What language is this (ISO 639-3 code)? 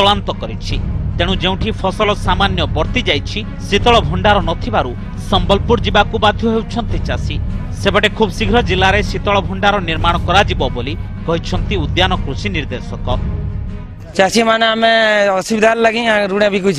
ori